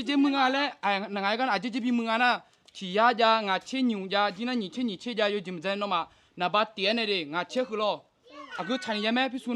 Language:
Akha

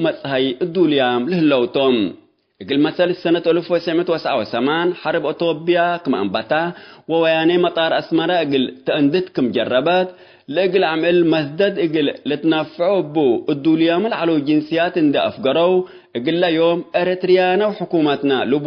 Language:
Tigre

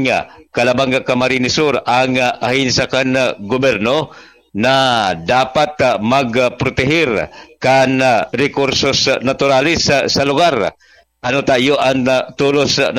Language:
Bikol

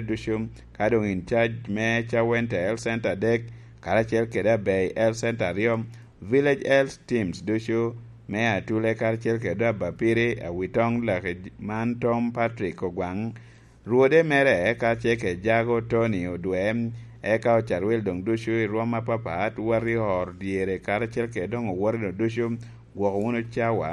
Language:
Lango (Uganda)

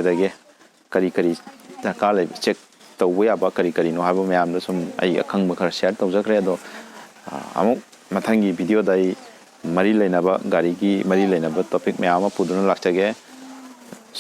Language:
Manipuri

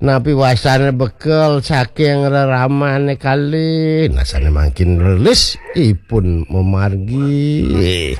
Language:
Balinese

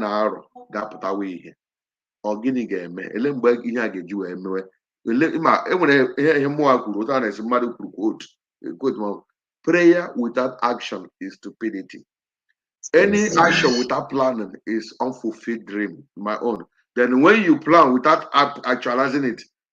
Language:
Igbo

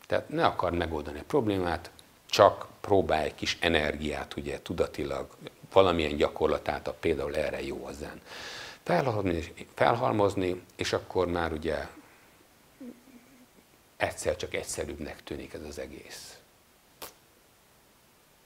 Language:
Hungarian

